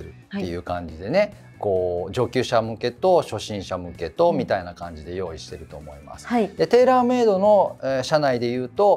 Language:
Japanese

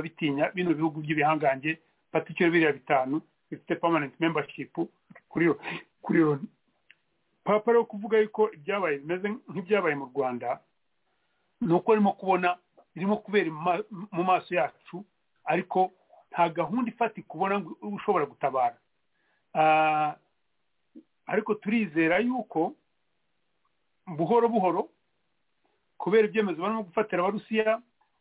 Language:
Kinyarwanda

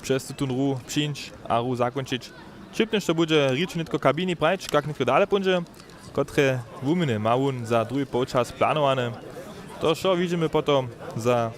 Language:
Upper Sorbian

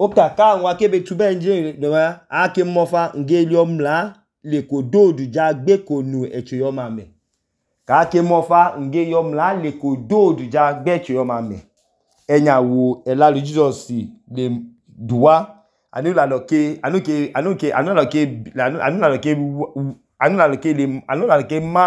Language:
Idoma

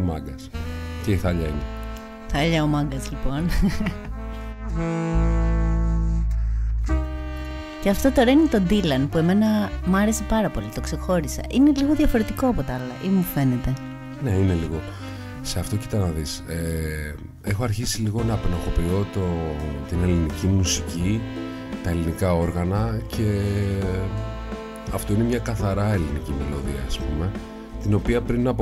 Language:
Greek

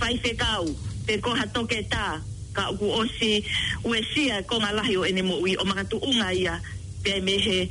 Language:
Tongan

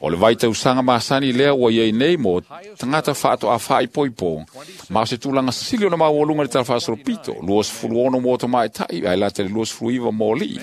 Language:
Samoan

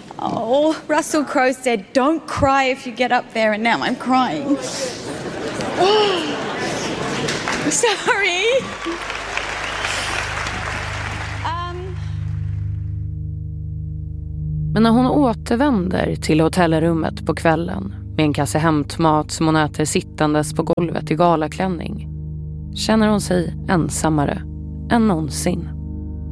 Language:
Swedish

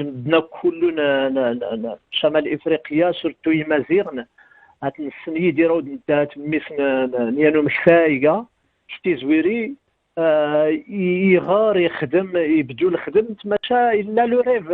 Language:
Kabyle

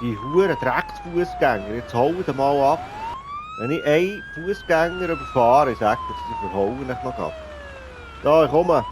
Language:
Swiss German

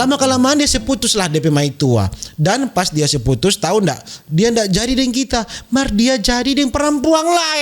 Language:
Manado Malay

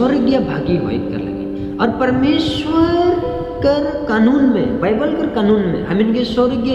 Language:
Sadri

